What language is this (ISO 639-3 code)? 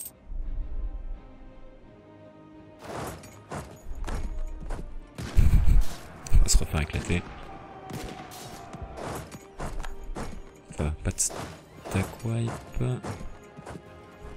fra